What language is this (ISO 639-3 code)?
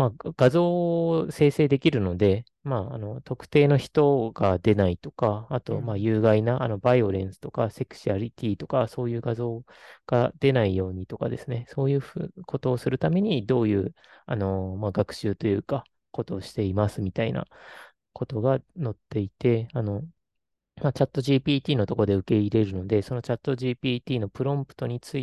jpn